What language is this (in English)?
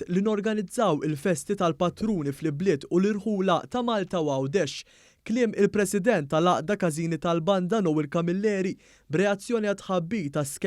Maltese